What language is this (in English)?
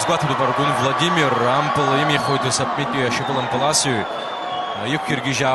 Abkhazian